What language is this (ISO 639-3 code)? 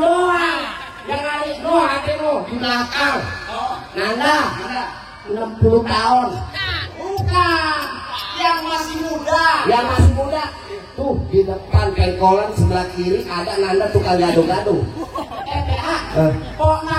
bew